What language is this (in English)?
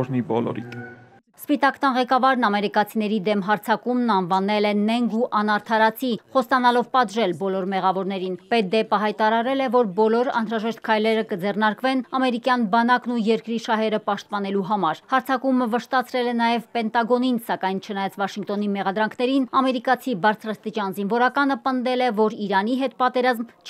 Armenian